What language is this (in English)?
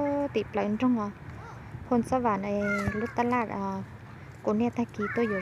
Hmong